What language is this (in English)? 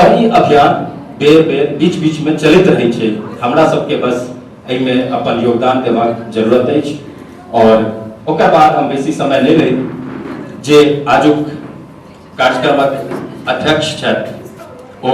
Maithili